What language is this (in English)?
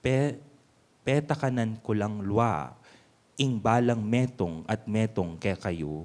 Pampanga